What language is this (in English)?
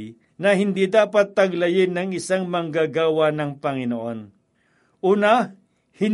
Filipino